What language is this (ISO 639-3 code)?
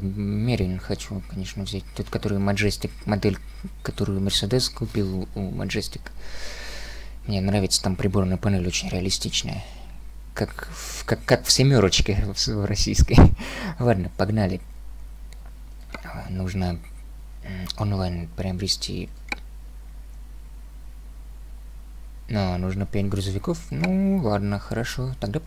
rus